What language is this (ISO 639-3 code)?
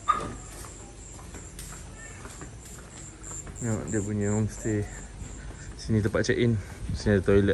msa